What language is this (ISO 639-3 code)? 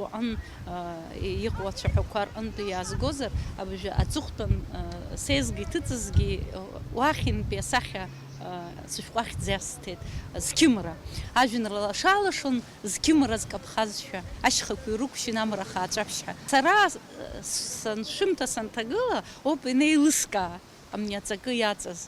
abk